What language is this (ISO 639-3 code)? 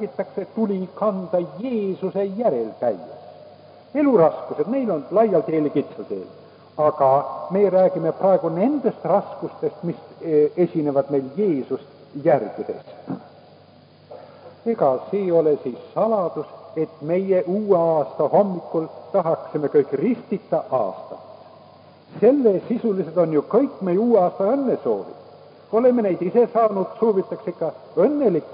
est